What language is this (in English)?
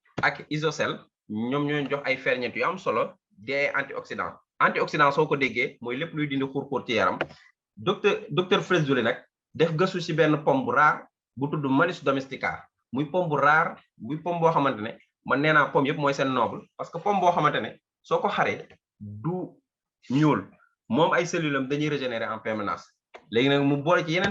Wolof